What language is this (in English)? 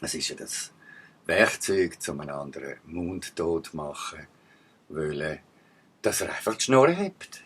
Swiss German